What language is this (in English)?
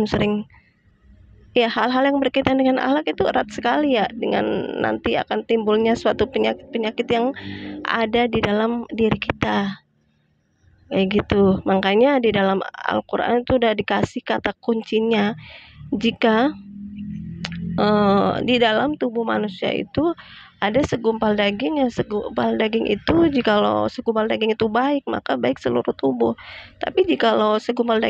Indonesian